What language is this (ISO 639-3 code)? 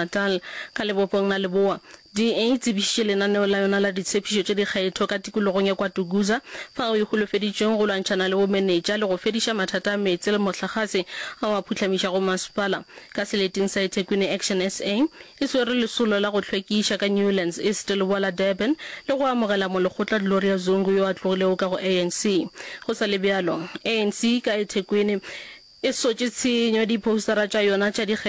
nso